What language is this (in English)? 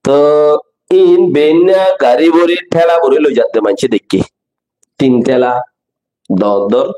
Rohingya